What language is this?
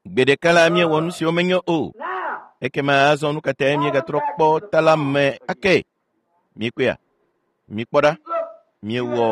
Ewe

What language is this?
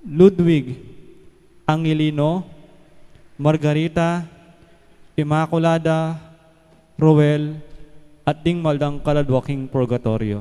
Pampanga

